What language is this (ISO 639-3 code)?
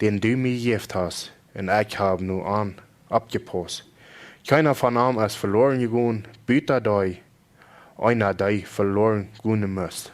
pdt